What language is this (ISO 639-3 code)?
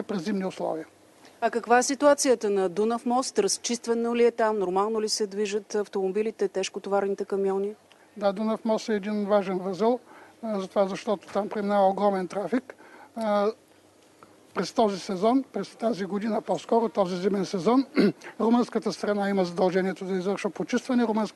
bul